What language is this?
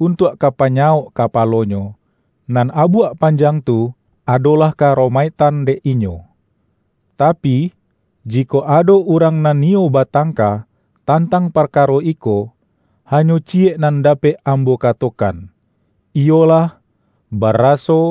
Minangkabau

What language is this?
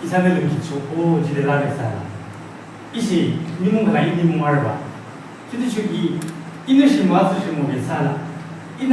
Yimchungru Naga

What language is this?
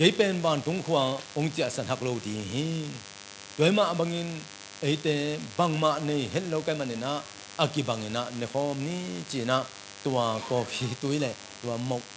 Tedim Chin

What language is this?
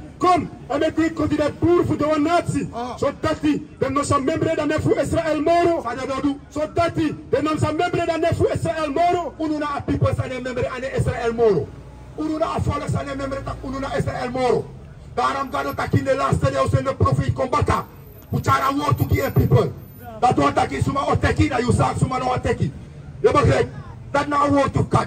Sranan Tongo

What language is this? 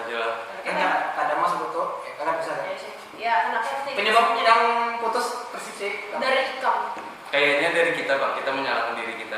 Banjar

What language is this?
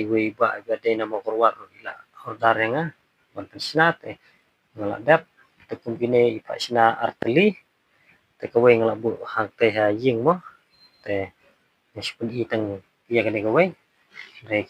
Khasi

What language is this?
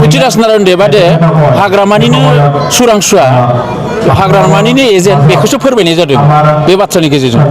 Bodo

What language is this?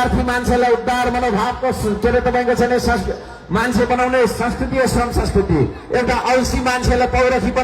Nepali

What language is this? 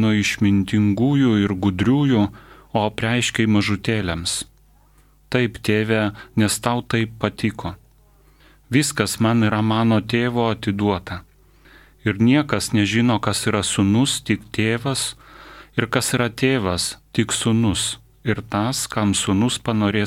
Lithuanian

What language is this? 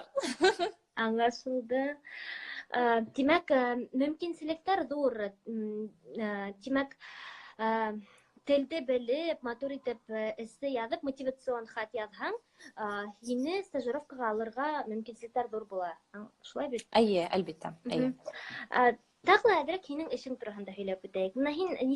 Bashkir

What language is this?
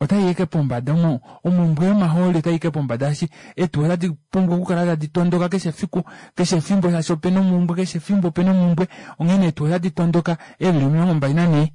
Kuanyama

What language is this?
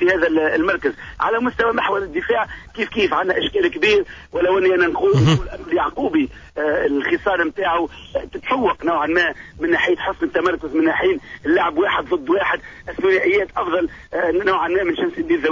Tunisian Arabic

